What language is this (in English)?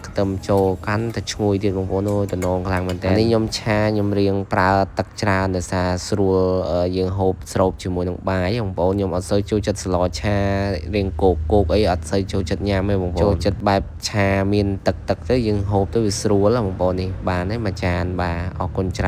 Khmer